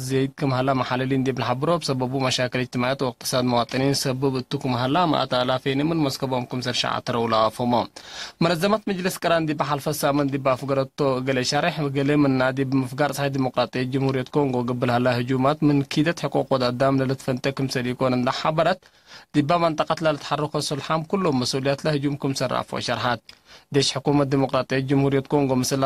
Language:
Tigre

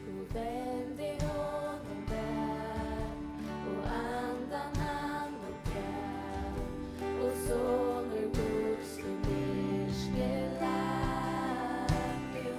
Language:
Faroese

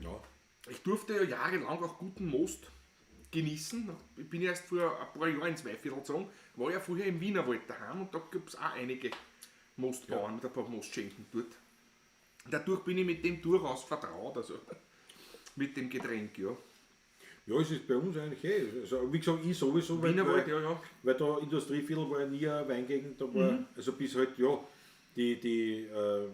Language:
Bavarian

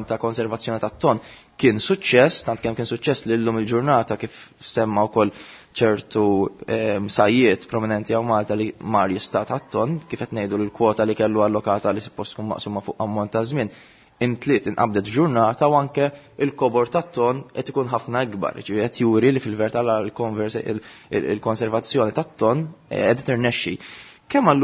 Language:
Maltese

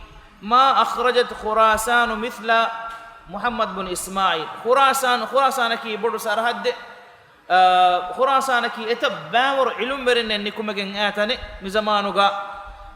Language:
Divehi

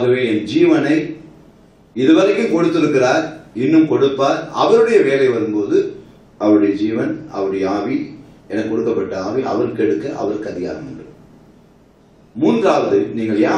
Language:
Tamil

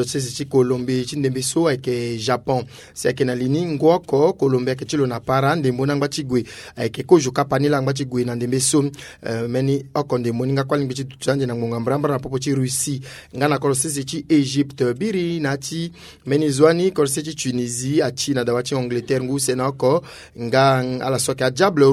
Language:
Sango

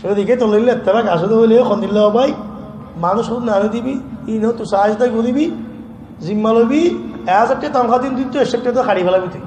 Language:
Rohingya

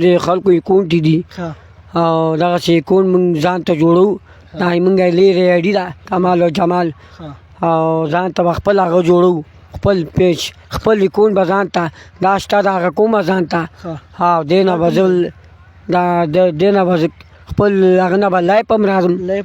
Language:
Pashto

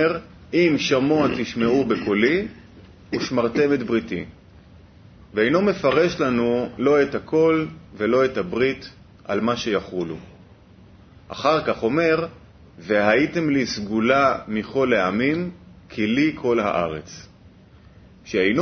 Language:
Hebrew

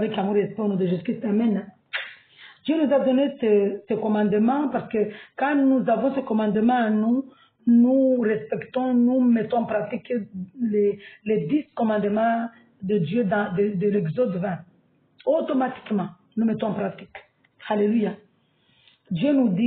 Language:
French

